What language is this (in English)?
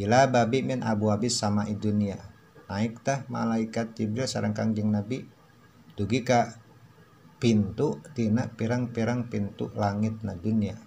Sundanese